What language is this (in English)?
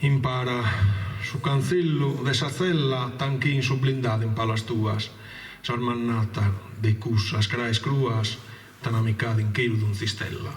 Sardinian